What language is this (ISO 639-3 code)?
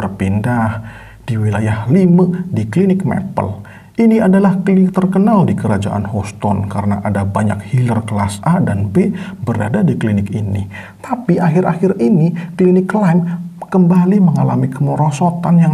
ind